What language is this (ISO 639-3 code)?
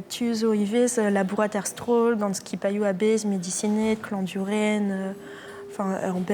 bre